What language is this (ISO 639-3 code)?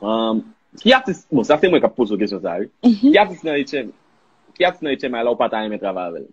hat